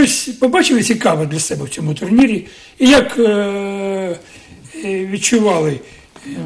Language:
Ukrainian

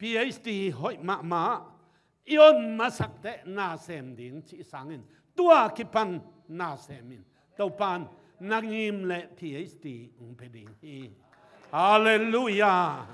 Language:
Tedim Chin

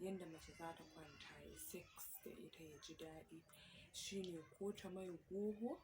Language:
Hausa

